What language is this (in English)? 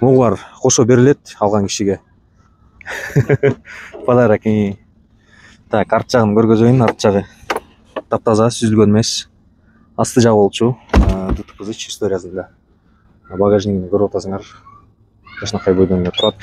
Kyrgyz